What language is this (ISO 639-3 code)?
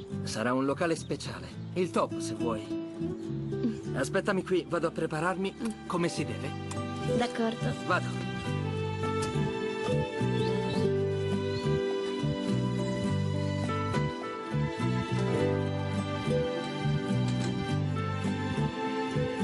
ita